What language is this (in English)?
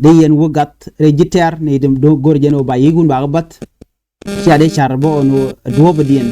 Nuer